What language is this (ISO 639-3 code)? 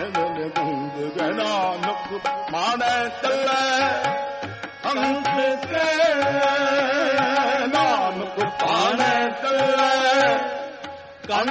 pan